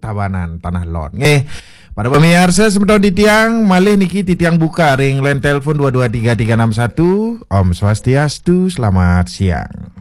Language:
Balinese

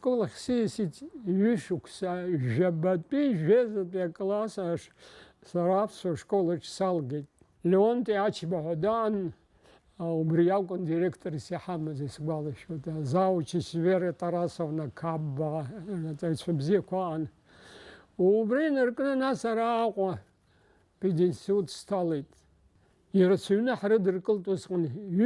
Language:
Abkhazian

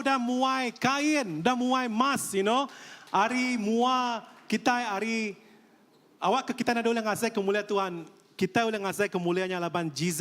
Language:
Iban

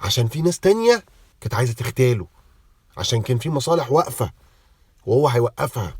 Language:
Egyptian Arabic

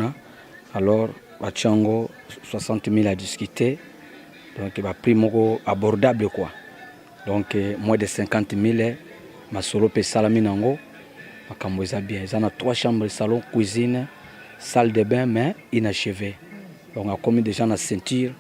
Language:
Lingala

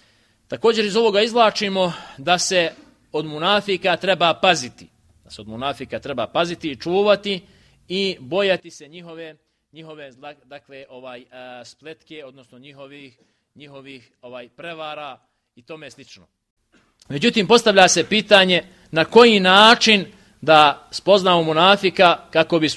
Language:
Bosnian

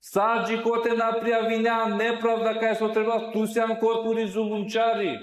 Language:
Balkan Romani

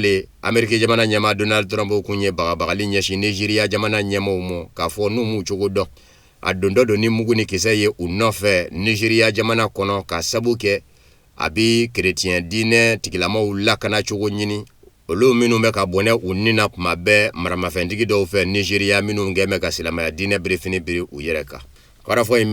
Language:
Bambara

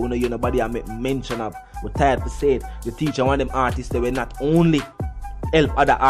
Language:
Jamaican Creole English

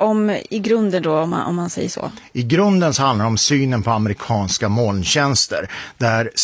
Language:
Swedish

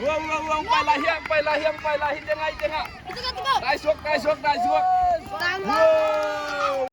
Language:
Tedim Chin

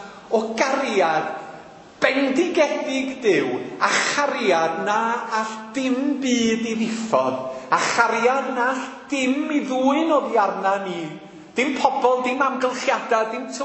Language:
Welsh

